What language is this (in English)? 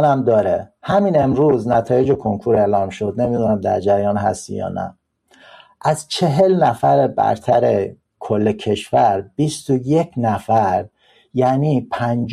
Persian